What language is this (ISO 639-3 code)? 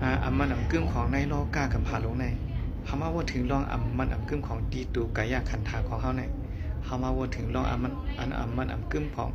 shn